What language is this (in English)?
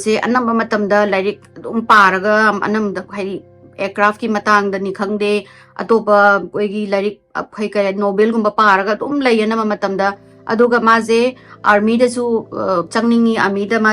Manipuri